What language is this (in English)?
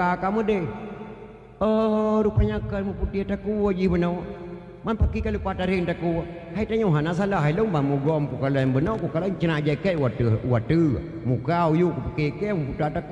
Achinese